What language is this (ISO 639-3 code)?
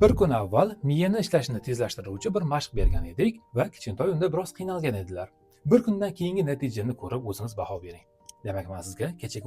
uzb